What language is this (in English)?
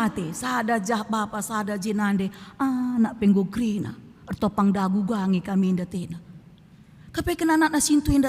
Batak Karo